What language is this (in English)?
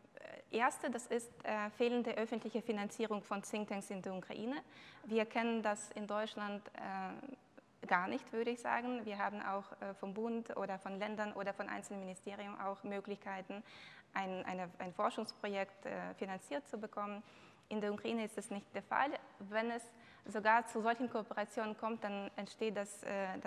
German